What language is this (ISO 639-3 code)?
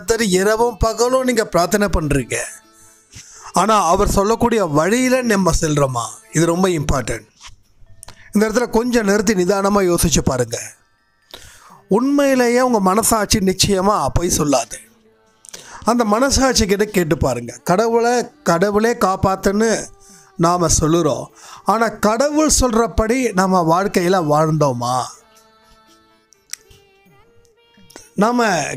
tam